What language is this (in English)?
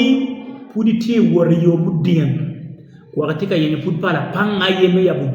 Acoli